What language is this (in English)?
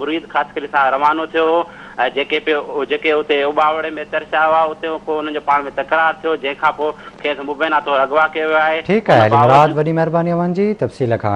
Sindhi